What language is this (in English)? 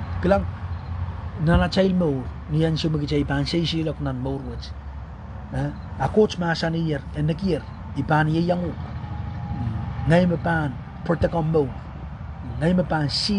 Pohnpeian